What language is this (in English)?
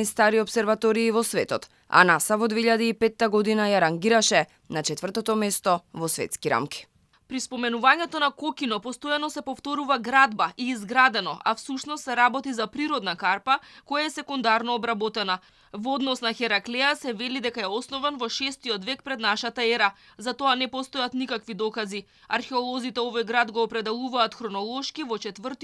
Macedonian